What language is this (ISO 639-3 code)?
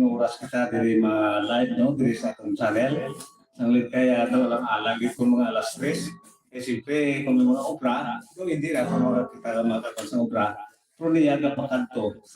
hil